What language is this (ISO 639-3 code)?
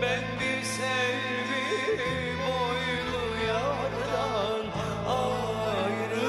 tur